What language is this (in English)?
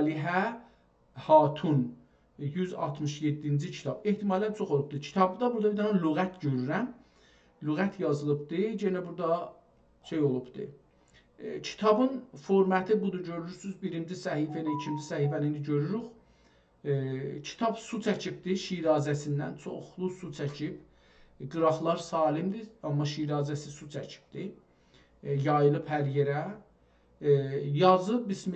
South Azerbaijani